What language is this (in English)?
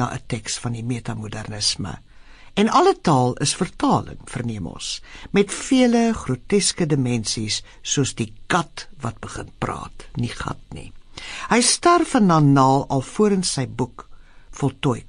Afrikaans